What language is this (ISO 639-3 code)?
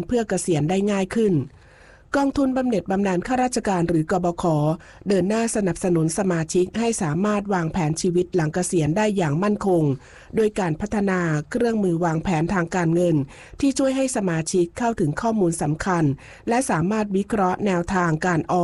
tha